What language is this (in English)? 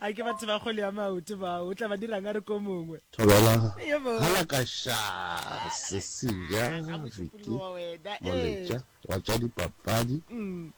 Northern Sotho